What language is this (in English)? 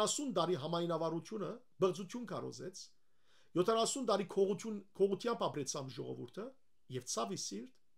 Western Armenian